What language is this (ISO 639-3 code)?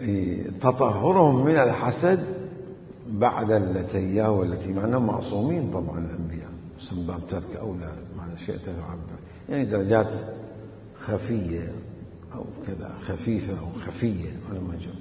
acm